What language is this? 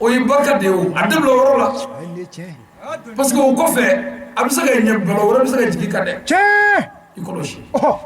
Bambara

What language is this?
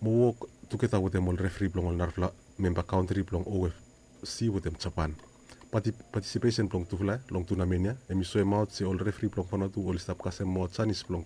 Bislama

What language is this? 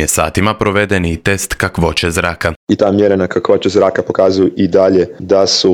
Croatian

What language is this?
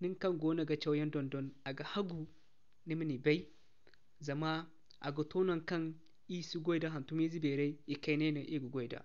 Zarma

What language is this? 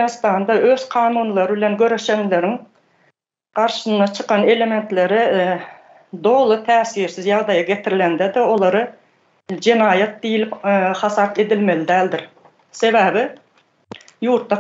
Turkmen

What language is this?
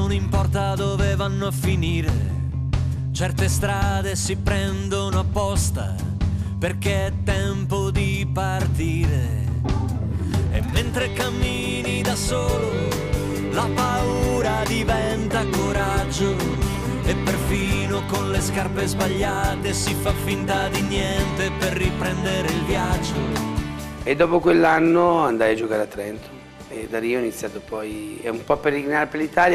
Italian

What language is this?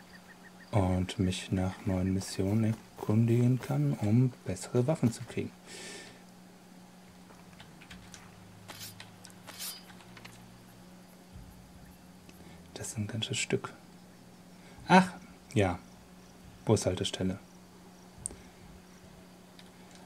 German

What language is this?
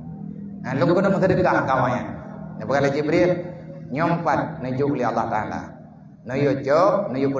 Achinese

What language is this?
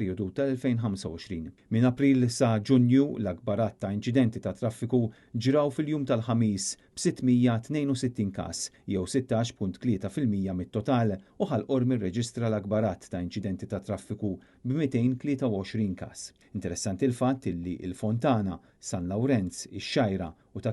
Maltese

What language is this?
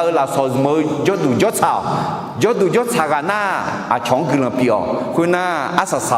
Akha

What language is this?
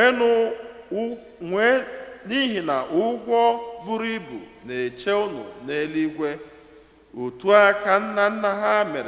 Igbo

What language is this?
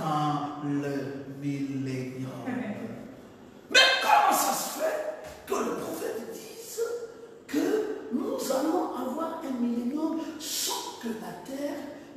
French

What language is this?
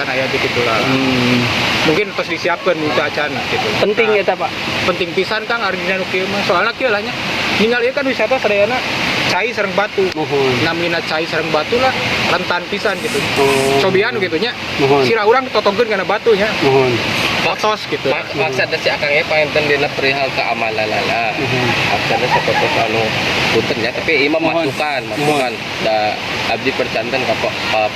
Sundanese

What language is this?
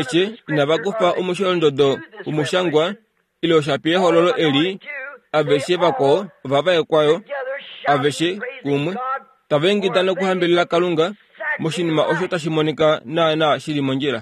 Kuanyama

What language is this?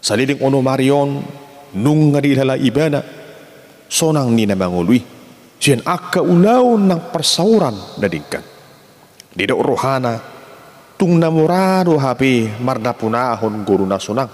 Batak Toba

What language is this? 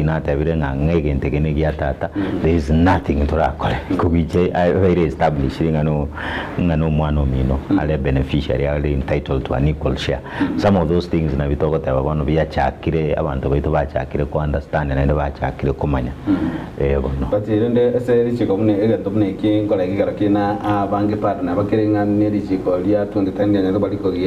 Gusii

